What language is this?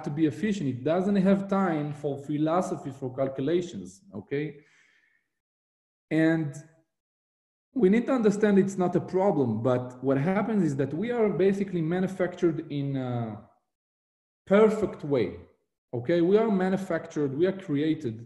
English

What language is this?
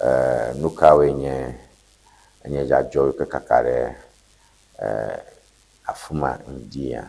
Ewe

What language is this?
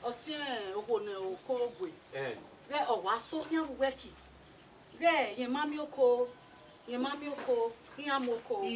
Bini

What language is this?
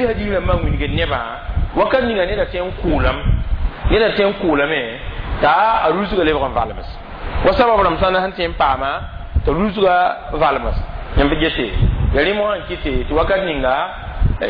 Mossi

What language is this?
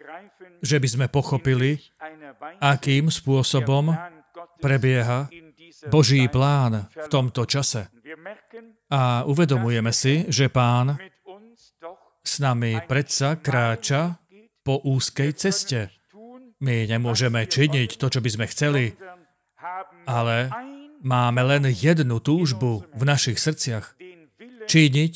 Slovak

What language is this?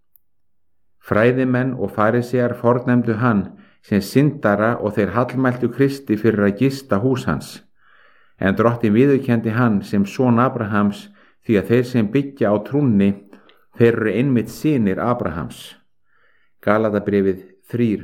Icelandic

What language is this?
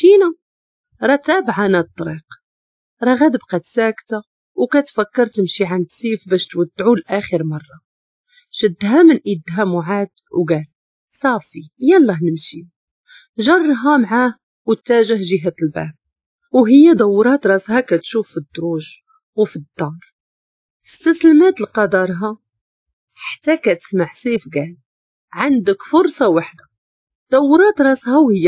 Moroccan Arabic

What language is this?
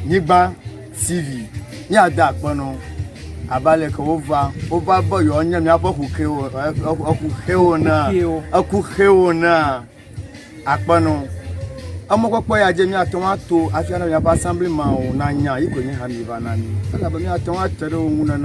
Ewe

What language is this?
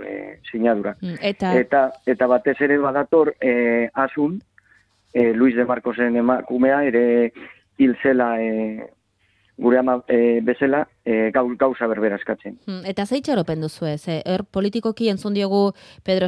Basque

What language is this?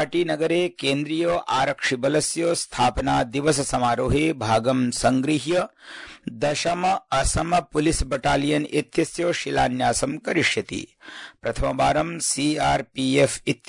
Sanskrit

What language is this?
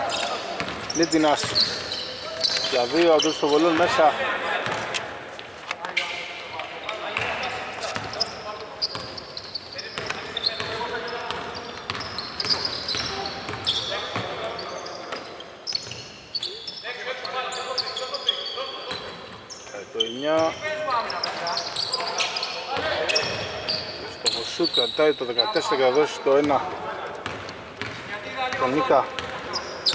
Greek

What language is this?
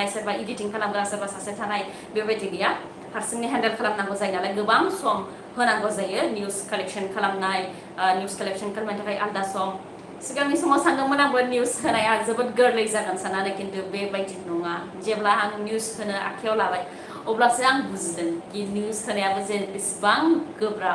Bodo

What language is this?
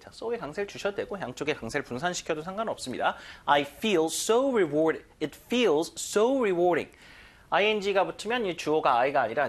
Korean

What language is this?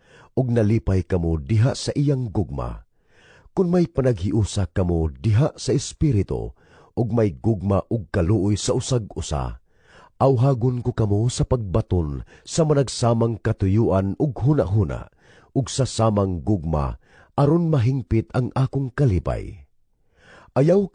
Cebuano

